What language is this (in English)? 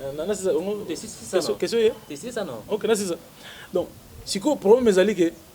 Lingala